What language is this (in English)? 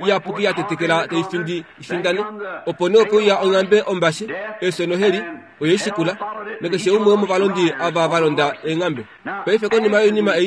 Kuanyama